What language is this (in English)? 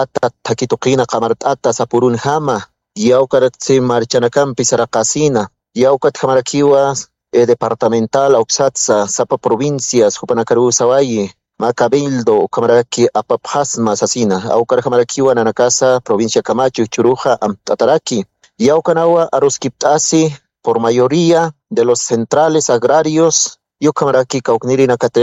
Aymara